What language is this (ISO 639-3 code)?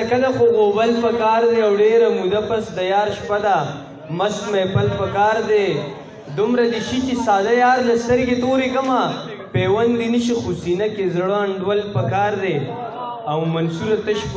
pus